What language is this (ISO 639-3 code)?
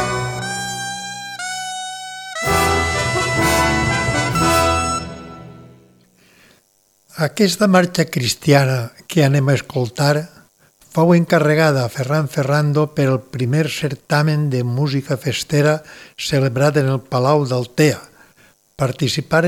cat